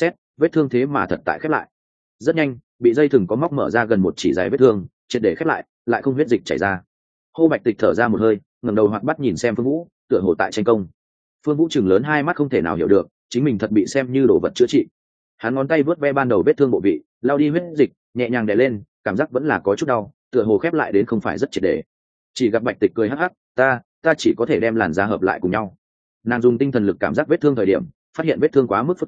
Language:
Vietnamese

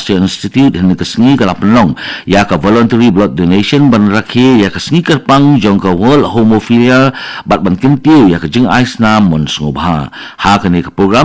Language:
Khasi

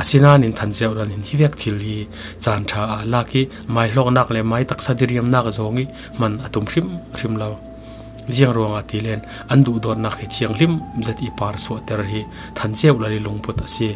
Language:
Falam Chin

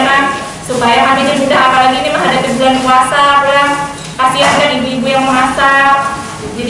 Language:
Banjar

